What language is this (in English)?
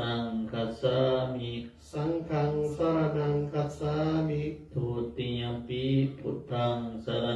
Pali